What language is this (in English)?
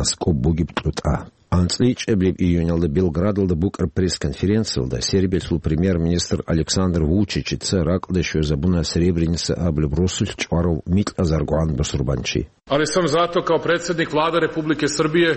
Avaric